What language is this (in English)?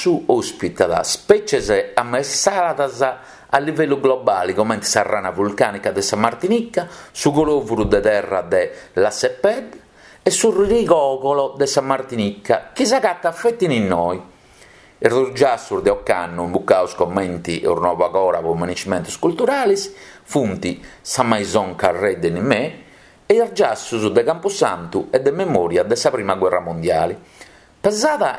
Sardinian